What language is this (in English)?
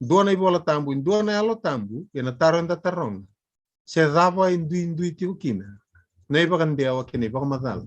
Fijian